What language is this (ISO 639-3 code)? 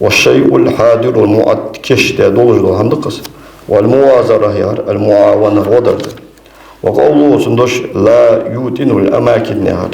inh